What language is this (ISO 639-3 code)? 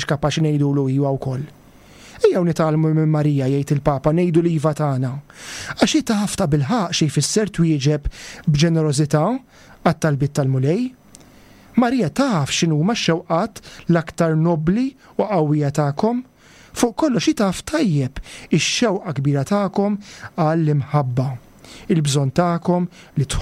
mlt